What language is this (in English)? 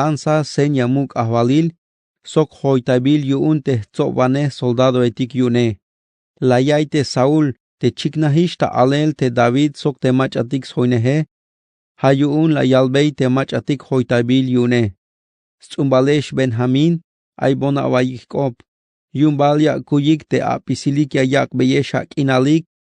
Tzeltal